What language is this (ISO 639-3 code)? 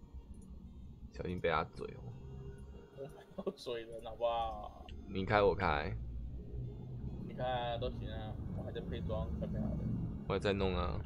zho